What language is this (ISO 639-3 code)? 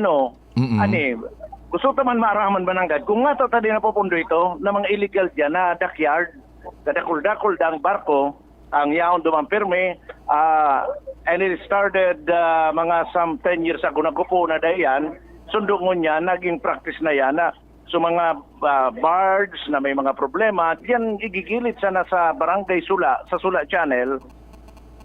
bik